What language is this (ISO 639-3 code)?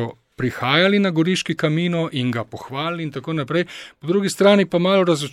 slv